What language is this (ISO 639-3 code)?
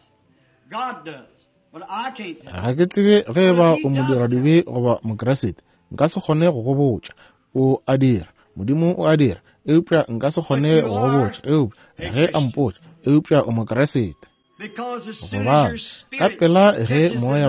nso